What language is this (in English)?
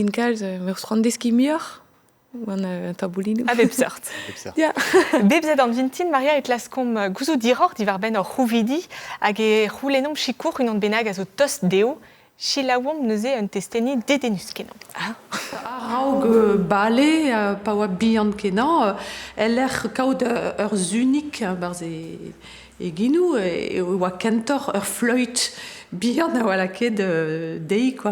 Breton